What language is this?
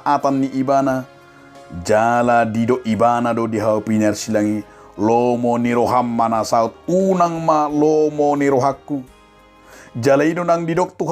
Batak Toba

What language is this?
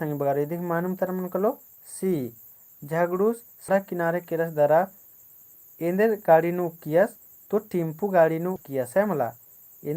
Kurukh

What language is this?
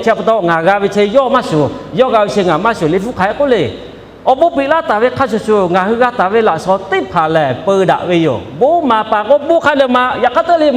Lahu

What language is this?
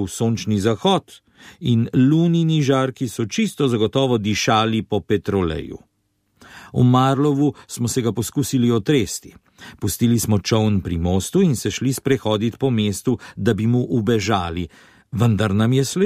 Slovenian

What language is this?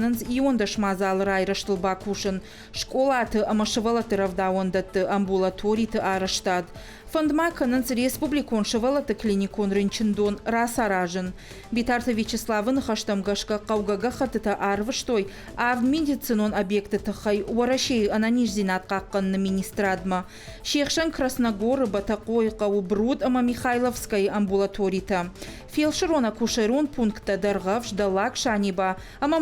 Ossetic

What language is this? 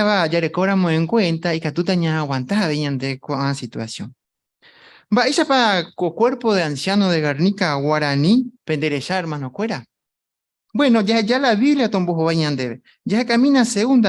Guarani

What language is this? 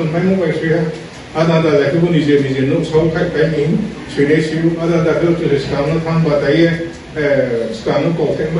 Riang (India)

